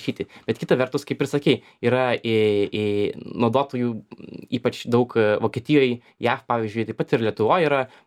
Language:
Lithuanian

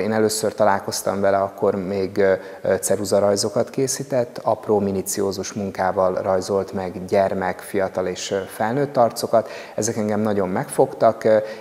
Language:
Hungarian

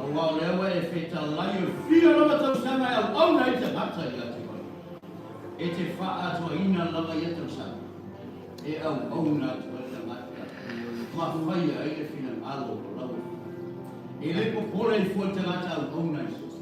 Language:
Samoan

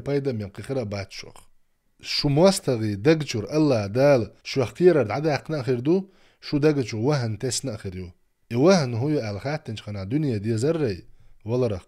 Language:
Chechen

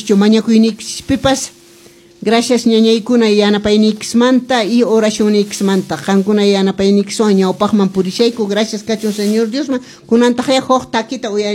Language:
Quechua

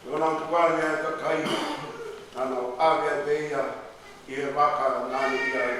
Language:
Tongan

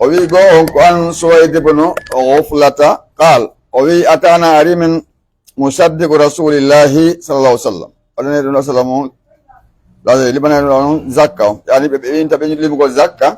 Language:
Pular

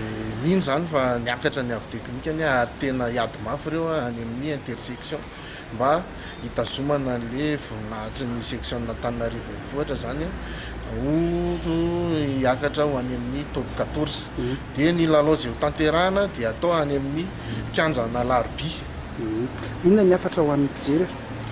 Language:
Malagasy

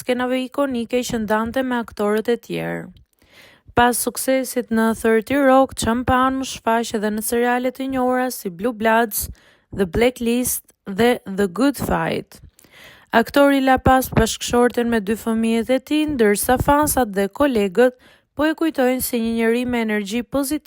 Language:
Albanian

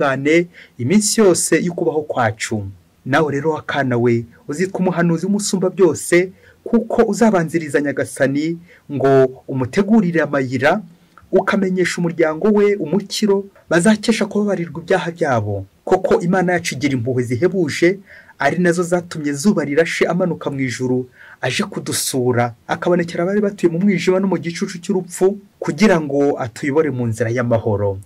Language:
Kinyarwanda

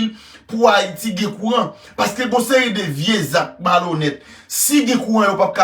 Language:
Haitian Creole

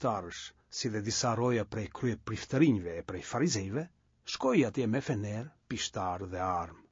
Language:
Albanian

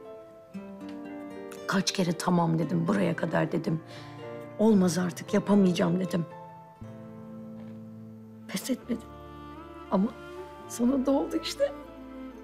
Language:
Turkish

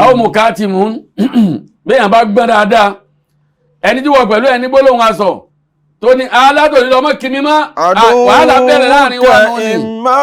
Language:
Yoruba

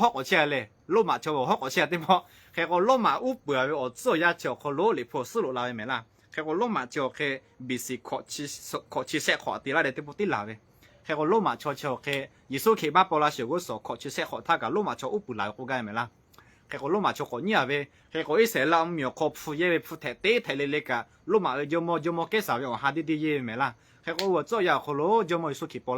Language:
Lahu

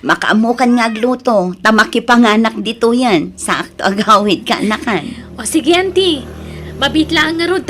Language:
Iloko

